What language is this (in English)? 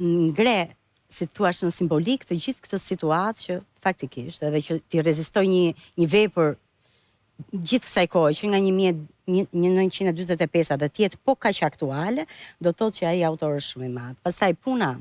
Albanian